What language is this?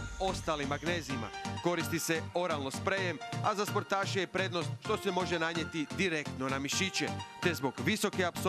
Croatian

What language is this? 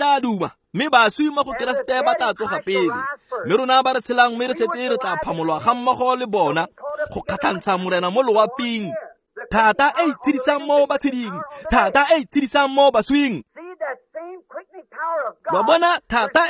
Tswana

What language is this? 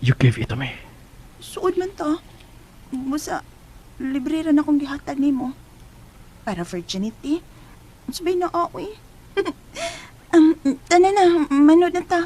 Cebuano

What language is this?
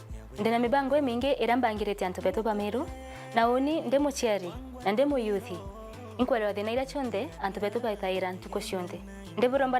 Meru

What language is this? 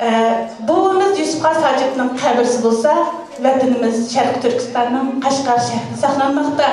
Uyghur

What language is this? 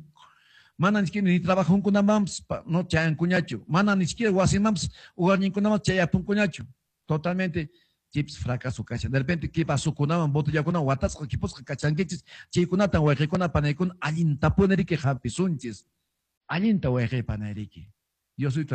Quechua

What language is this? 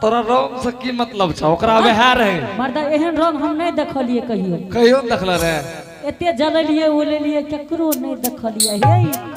Angika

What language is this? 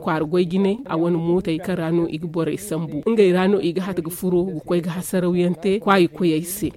Zarma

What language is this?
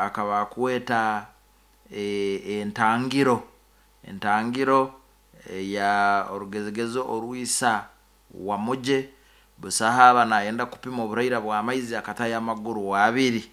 Nyankole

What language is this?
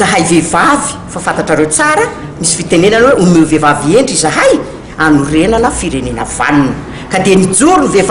Malagasy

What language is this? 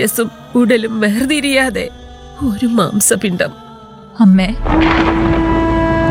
Malayalam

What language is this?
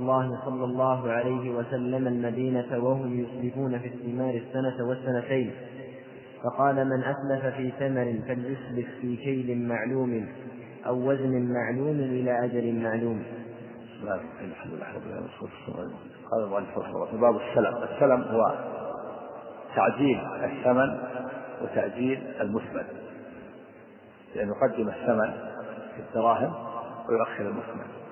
Arabic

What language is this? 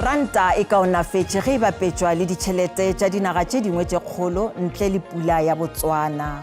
Northern Sotho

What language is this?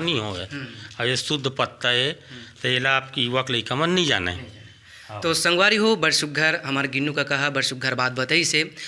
Chhattisgarhi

